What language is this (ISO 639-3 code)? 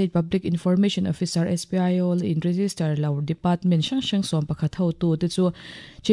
lus